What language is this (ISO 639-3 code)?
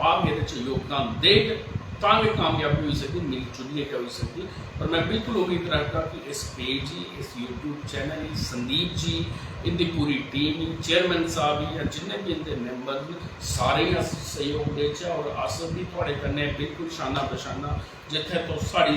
doi